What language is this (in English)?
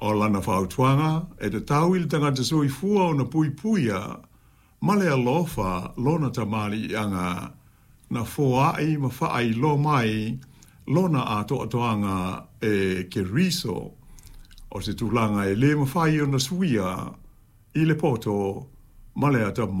Samoan